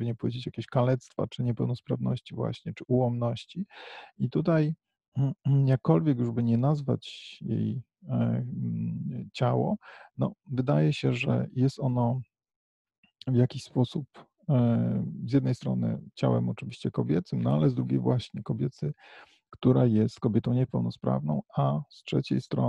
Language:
Polish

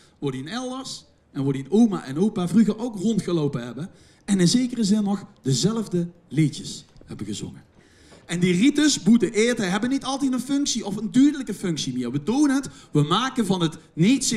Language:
Limburgish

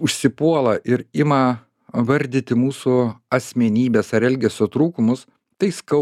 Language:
Lithuanian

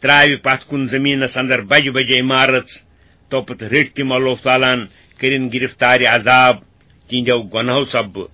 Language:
Kashmiri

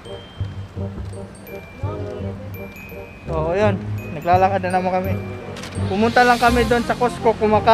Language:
Filipino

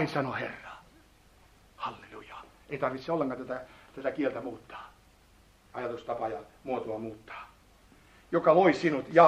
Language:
Finnish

